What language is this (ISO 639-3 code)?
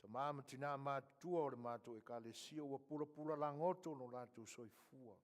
smo